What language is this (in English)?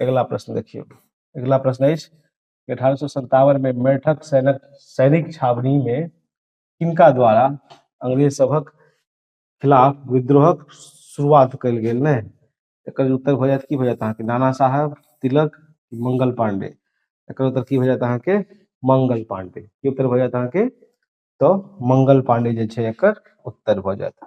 Maithili